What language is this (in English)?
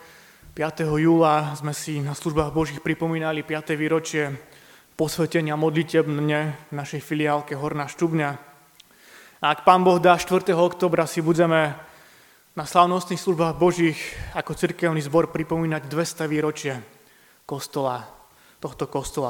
Slovak